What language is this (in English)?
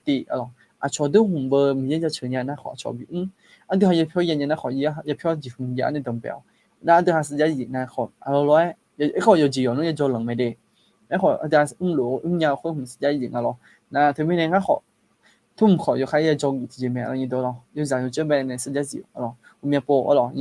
Akha